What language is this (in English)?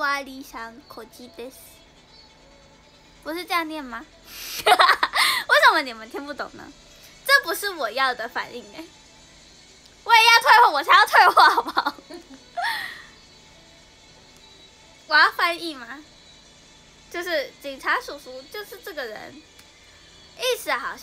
Chinese